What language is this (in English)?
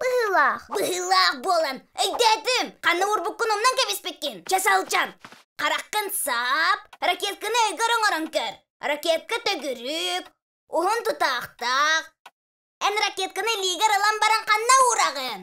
Yakut